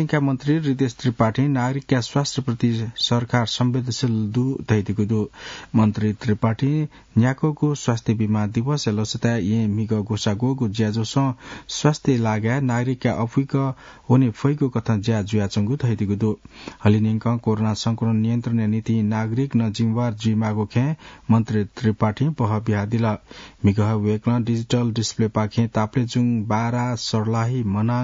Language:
Newari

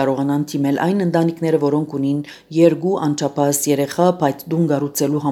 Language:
Armenian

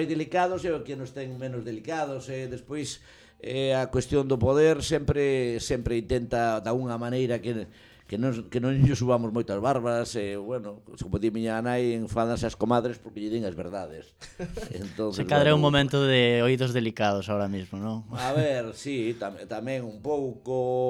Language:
Galician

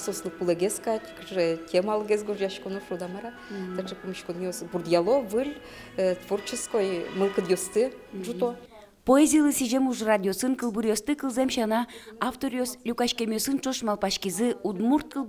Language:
Udmurt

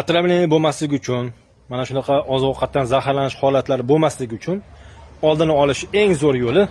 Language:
Uzbek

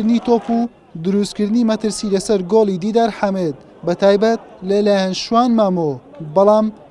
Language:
Central Kurdish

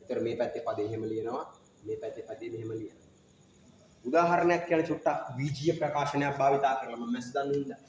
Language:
Sinhala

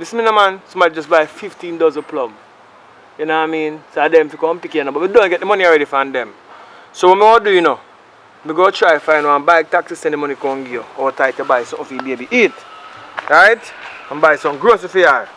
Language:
Jamaican Creole English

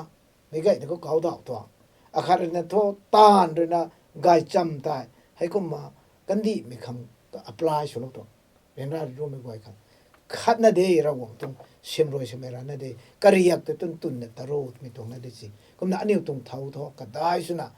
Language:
Rongmei Naga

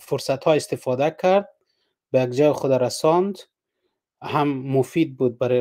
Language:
Persian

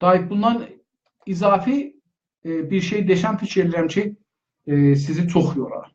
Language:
South Azerbaijani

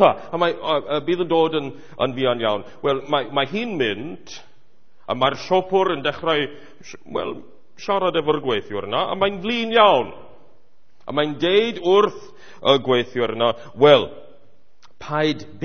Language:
Welsh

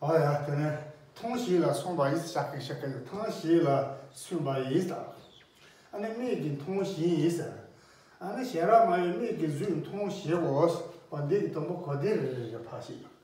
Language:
Tibetan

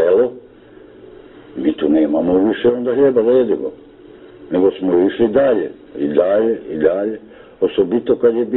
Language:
Serbian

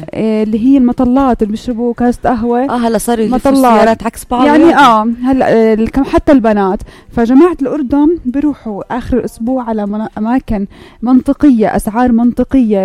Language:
North Levantine Arabic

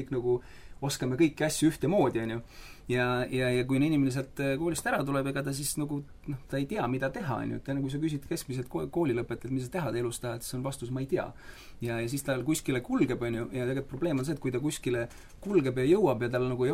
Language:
Estonian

